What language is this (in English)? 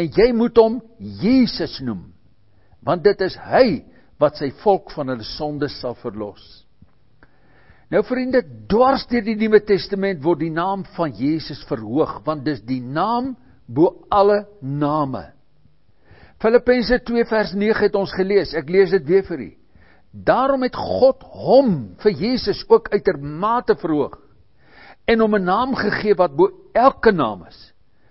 Afrikaans